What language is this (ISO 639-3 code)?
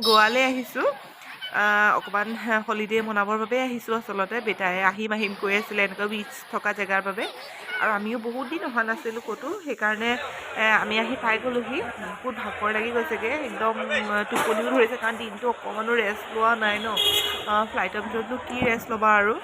asm